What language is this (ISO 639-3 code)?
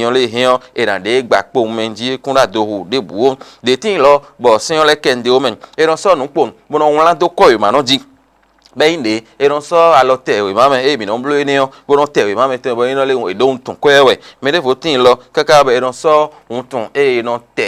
fon